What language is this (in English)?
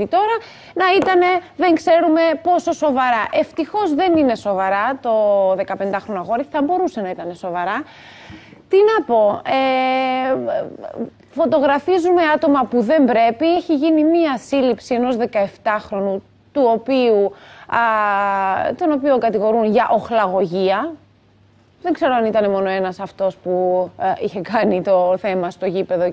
Greek